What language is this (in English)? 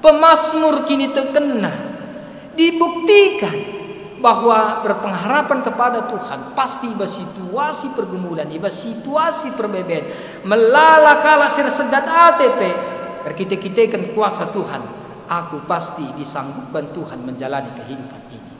Batak Karo